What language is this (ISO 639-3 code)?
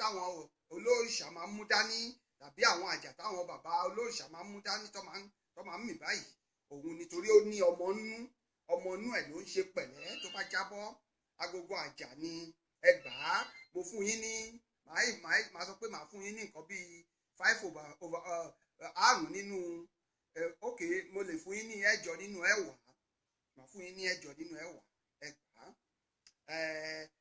yor